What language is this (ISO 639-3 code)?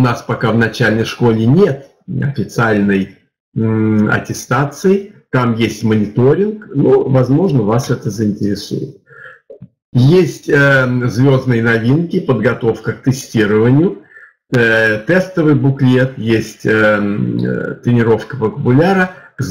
rus